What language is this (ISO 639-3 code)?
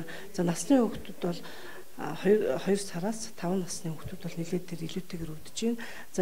mon